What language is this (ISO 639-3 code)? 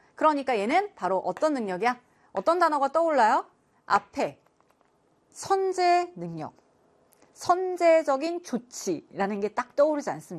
kor